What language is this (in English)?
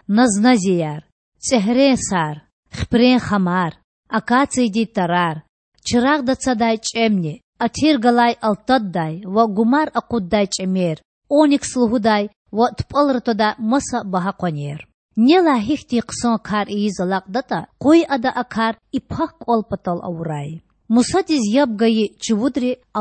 Lezghian